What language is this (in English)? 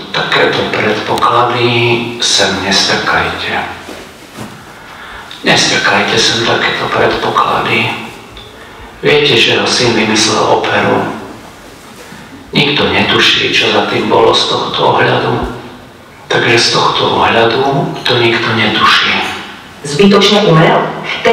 Slovak